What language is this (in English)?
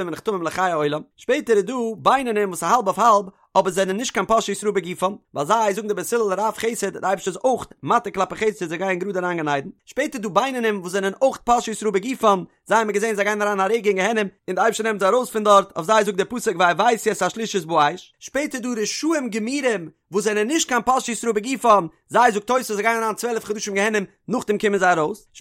Yiddish